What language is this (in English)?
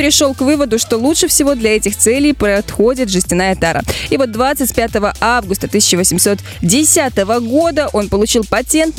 Russian